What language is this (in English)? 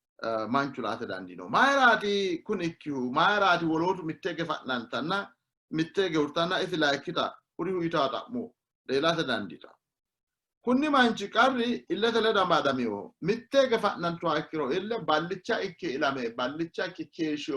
Sidamo